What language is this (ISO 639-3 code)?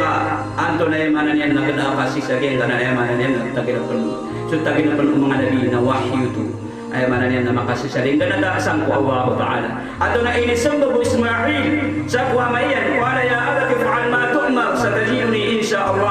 mrw